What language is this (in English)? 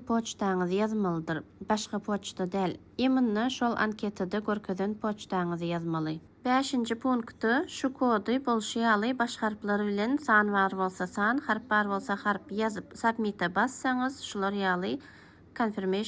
Turkmen